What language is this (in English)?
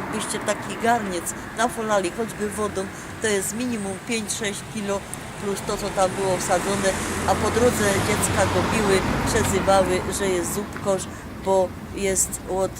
Silesian